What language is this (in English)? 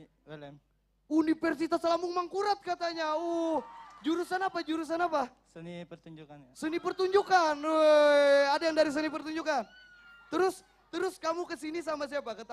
Banjar